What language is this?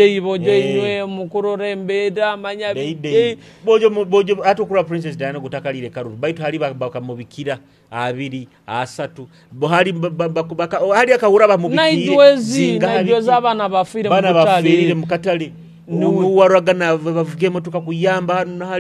Nyoro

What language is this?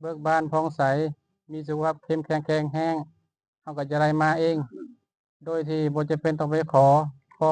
Lao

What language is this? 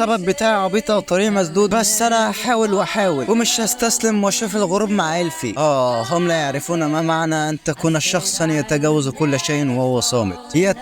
Egyptian Arabic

